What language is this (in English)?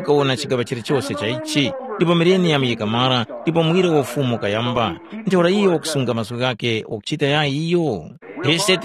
Tumbuka